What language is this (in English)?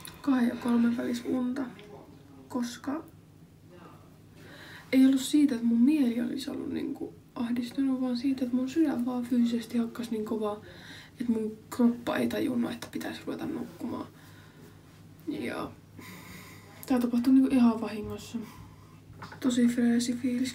Finnish